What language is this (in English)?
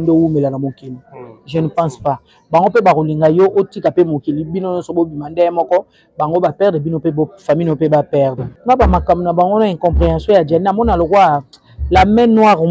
Lingala